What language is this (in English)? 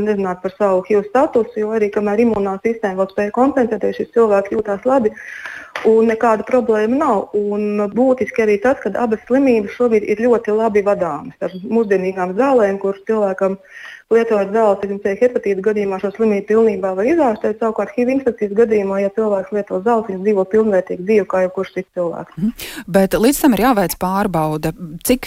Latvian